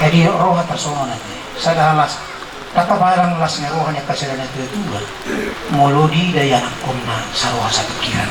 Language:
Batak Toba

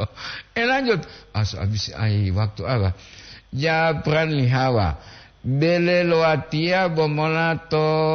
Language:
Gorontalo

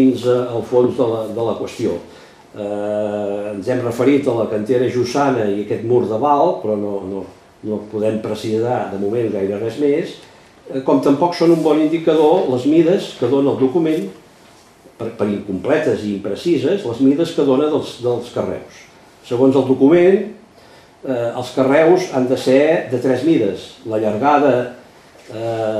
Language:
Catalan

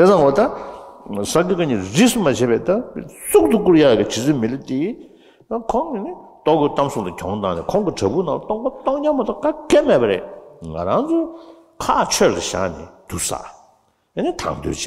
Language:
Tibetan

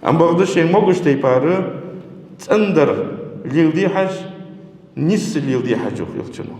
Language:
Ingush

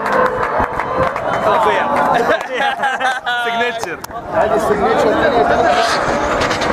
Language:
Arabic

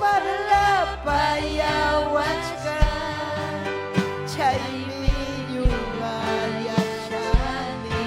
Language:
Ayacucho Quechua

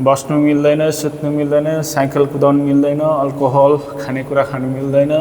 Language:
Nepali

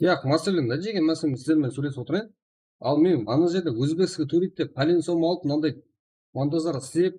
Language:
Kara-Kalpak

